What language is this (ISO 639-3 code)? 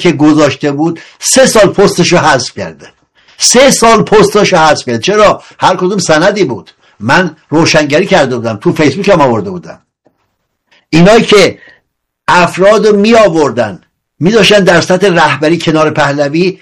fas